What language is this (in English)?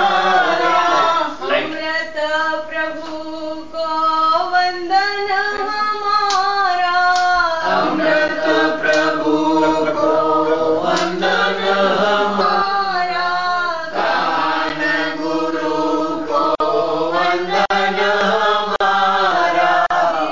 Gujarati